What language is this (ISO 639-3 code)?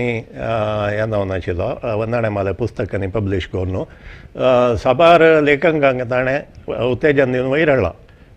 kok